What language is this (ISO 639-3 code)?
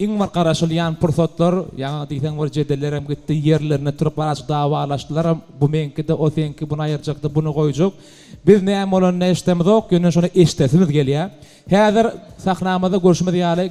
tuk